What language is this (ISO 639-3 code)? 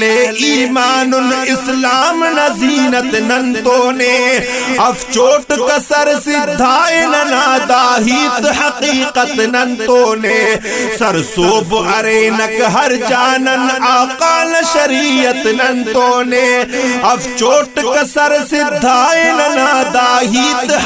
brh